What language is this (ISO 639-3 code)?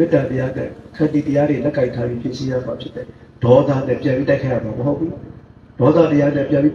mya